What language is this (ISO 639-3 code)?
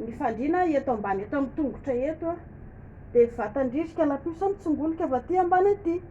mlg